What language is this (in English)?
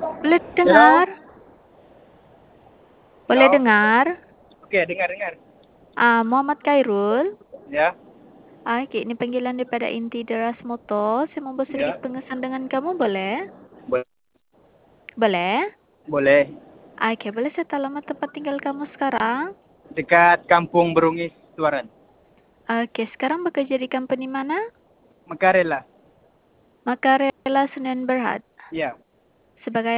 Malay